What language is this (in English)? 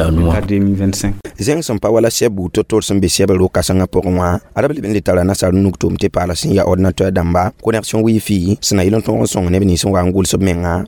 Mossi